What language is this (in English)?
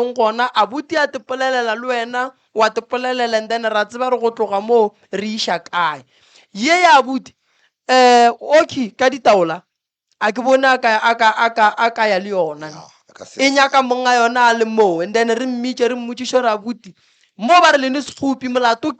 Northern Sotho